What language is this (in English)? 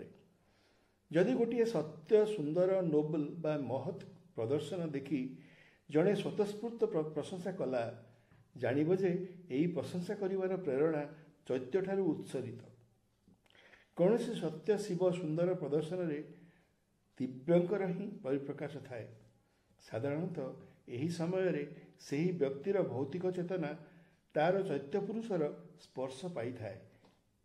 Odia